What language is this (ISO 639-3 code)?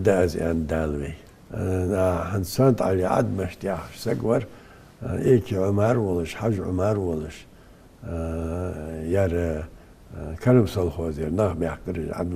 inh